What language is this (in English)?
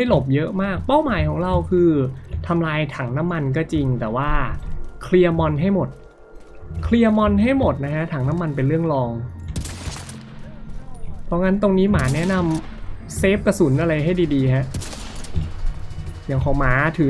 Thai